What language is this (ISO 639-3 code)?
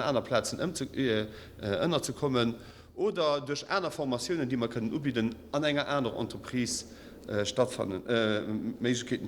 ltz